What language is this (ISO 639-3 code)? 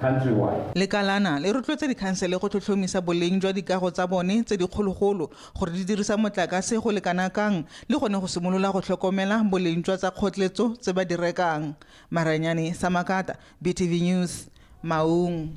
tsn